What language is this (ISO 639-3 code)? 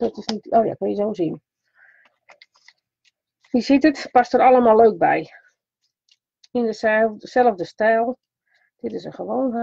nld